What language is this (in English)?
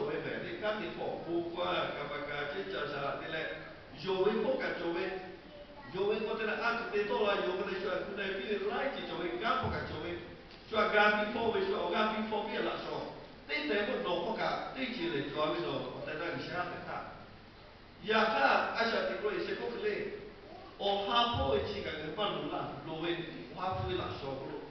Lahu